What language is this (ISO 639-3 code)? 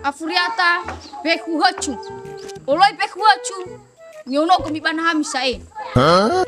nia